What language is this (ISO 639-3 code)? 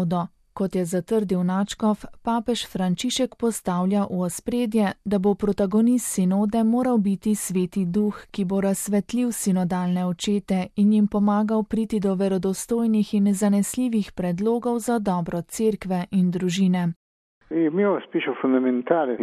slv